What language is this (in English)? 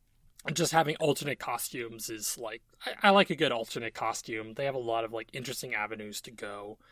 English